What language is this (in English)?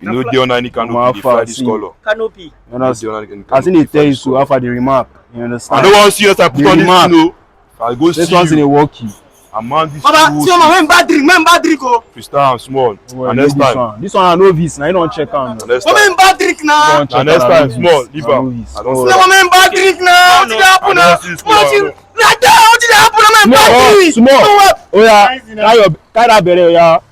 Nigerian Pidgin